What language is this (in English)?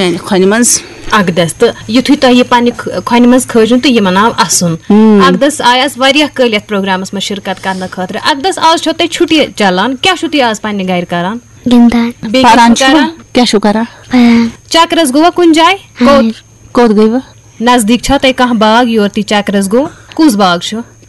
Kashmiri